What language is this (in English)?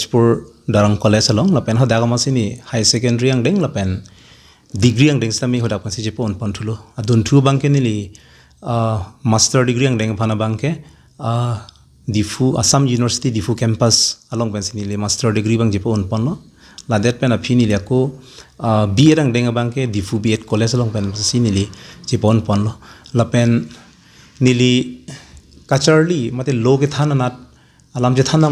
Karbi